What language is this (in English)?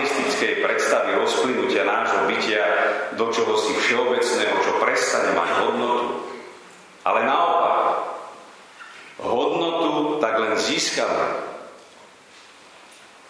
Slovak